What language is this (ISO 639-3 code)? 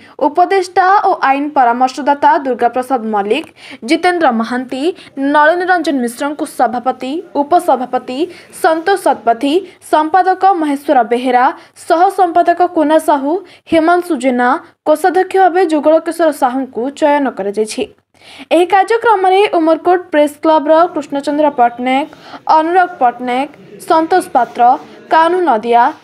ori